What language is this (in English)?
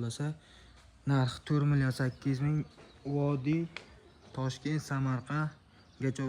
Uzbek